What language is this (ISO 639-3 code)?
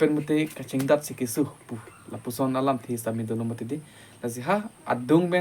mjw